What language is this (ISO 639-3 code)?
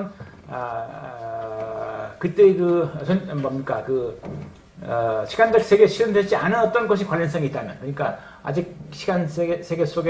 kor